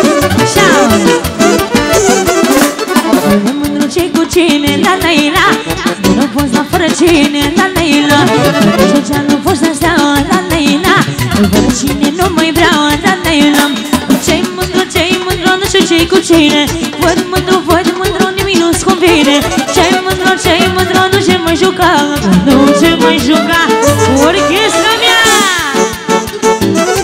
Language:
Romanian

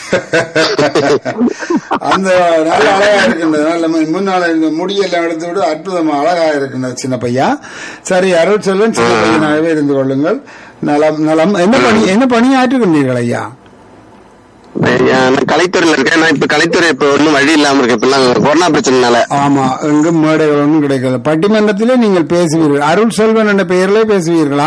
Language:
Tamil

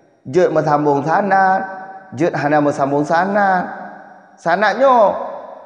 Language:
Achinese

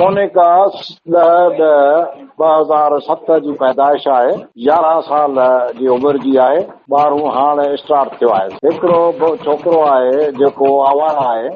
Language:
Sindhi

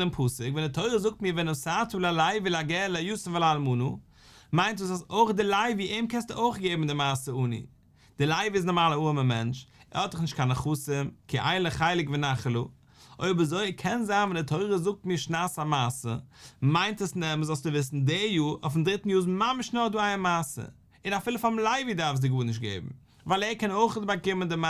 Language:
Yiddish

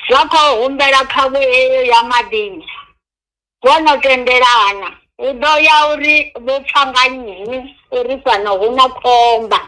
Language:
Venda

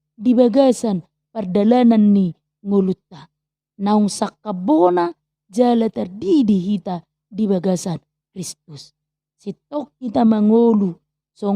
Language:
Batak Toba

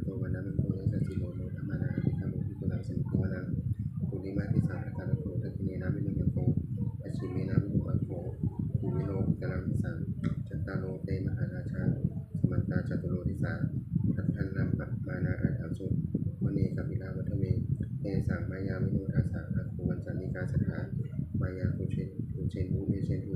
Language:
Pali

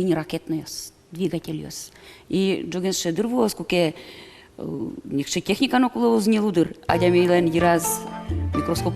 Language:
Udmurt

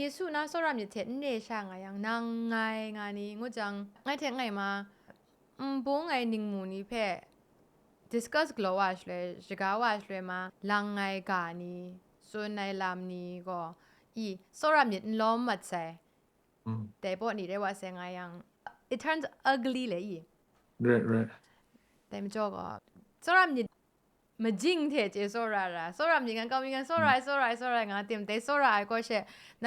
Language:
Kachin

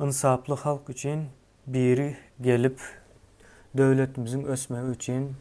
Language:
Turkmen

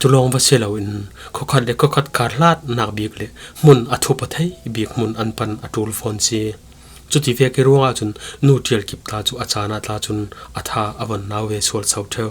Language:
Falam Chin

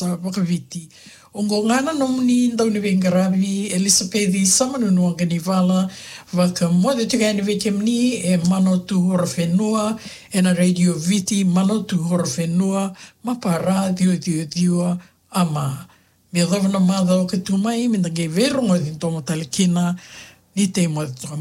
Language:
Fijian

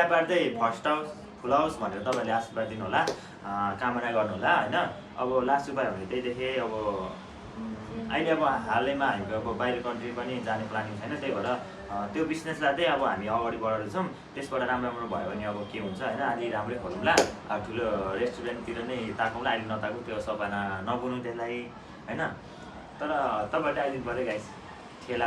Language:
Nepali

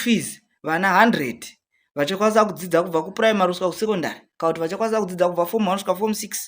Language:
Shona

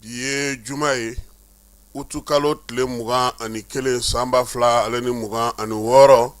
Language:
Bambara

